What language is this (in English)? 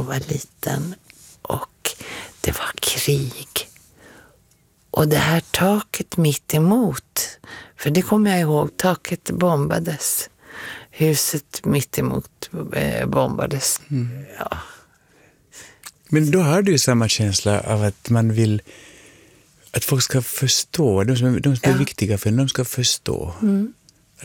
Swedish